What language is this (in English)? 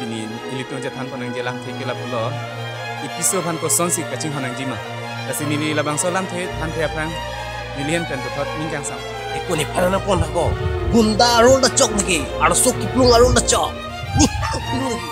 Karbi